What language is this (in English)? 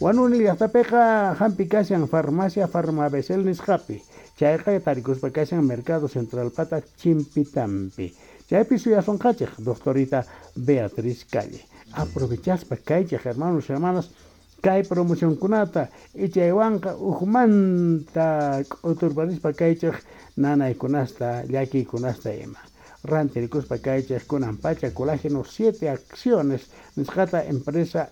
Quechua